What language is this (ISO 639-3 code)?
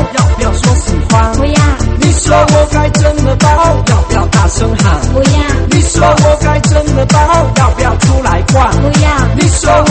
zho